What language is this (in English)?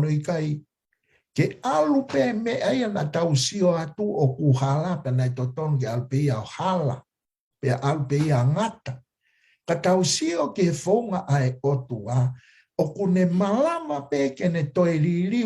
Tongan